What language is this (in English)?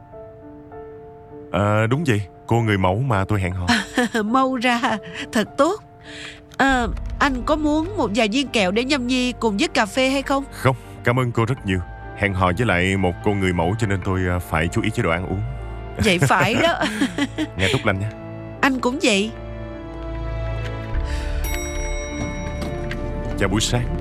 Vietnamese